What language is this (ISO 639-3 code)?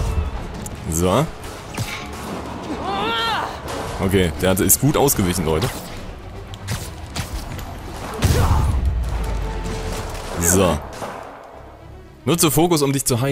deu